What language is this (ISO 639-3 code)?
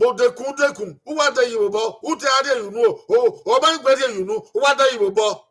bin